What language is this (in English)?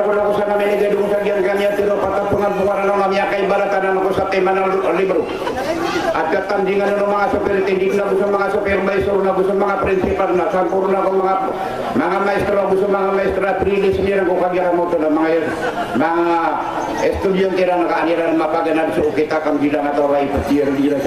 Maranao